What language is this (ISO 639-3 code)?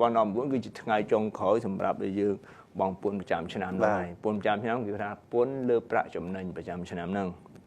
khm